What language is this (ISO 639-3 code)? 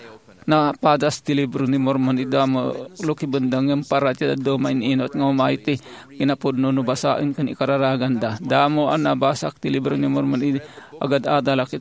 ilo